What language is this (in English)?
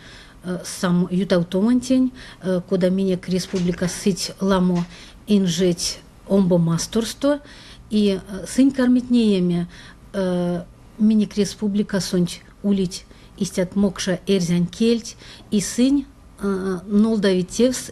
Erzya